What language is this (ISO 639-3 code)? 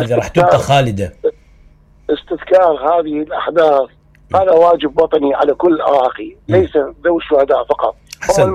acm